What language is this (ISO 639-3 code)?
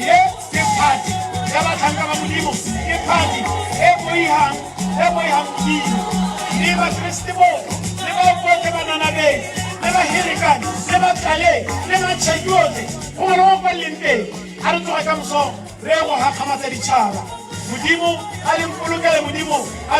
tsn